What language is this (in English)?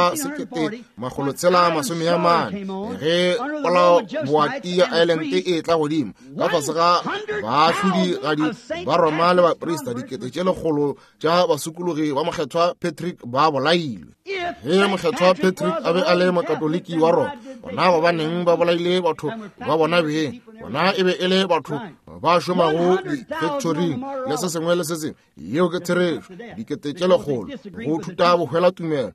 Northern Sotho